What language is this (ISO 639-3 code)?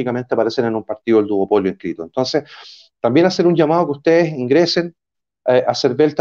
spa